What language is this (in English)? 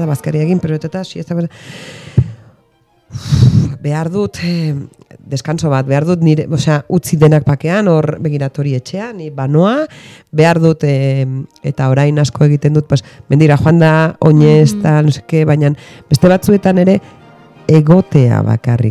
Basque